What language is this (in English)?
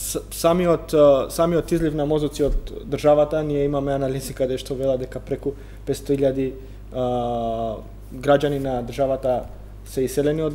Macedonian